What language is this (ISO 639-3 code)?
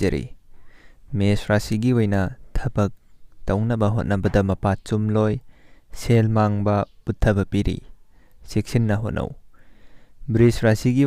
mni